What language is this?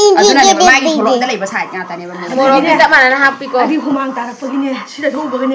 Manipuri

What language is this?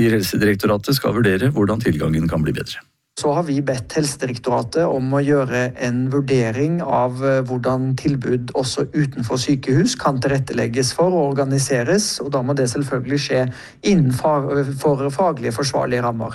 Norwegian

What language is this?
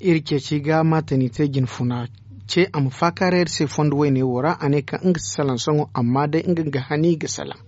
Zarma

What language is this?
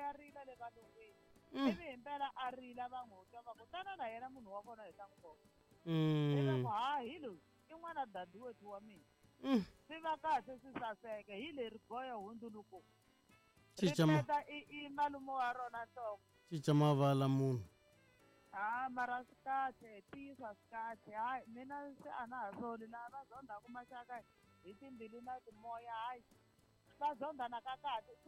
Tsonga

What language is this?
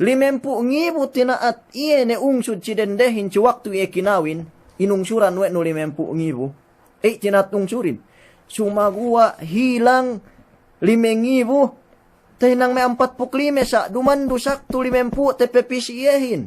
Yakan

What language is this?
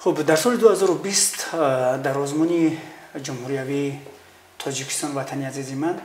Tajik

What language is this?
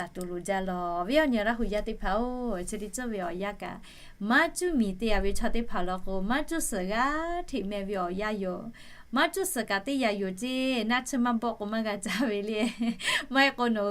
Lahu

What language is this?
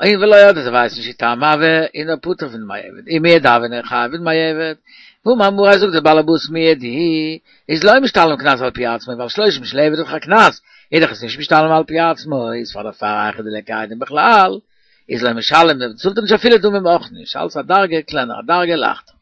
Yiddish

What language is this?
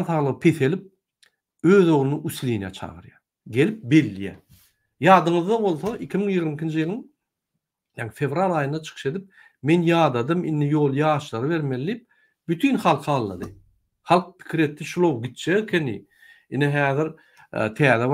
Turkmen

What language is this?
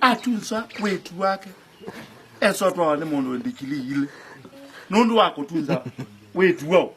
Kamba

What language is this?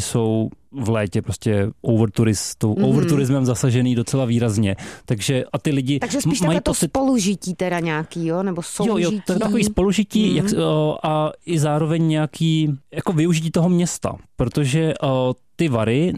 Czech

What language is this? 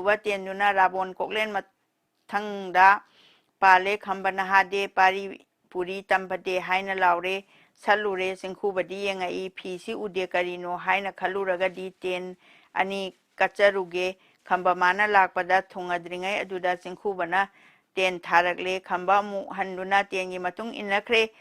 Manipuri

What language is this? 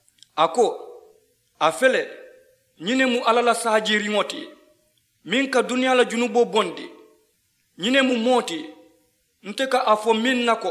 Mandingo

